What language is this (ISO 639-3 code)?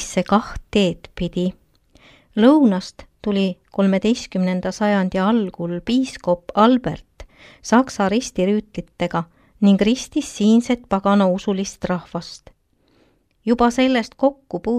est